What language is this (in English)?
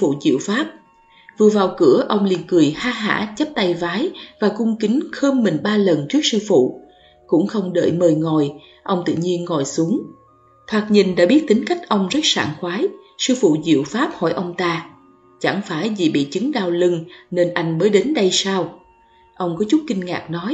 Vietnamese